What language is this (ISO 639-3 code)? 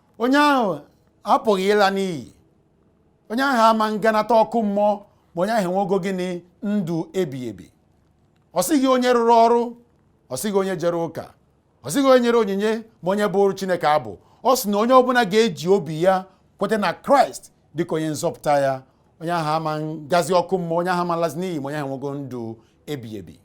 ibo